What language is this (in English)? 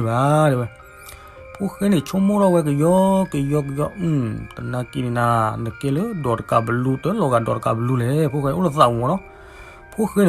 S'gaw Karen